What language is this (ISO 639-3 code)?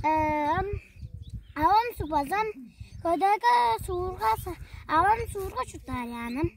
tyv